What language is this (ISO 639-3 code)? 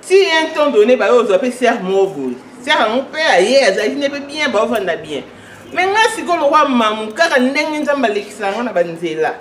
lin